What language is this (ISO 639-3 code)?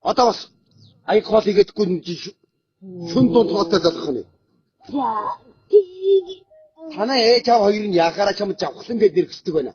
mon